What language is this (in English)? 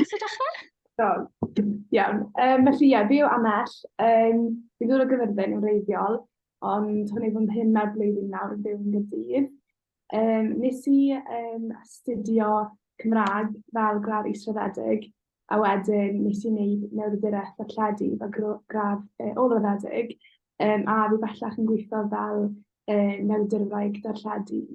Welsh